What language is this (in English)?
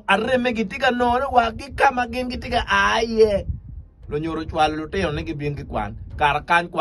Acoli